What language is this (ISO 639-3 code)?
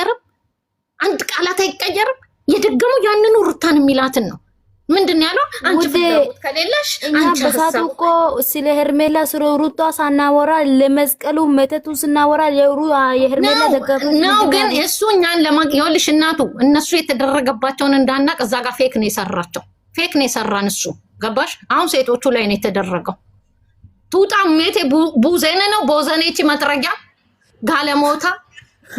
amh